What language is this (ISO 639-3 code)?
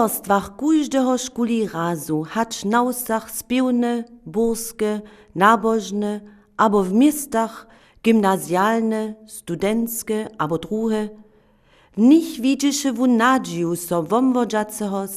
hsb